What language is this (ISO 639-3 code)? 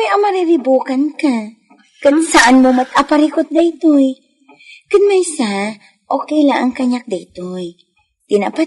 ilo